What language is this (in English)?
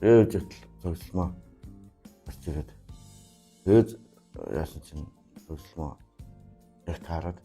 Mongolian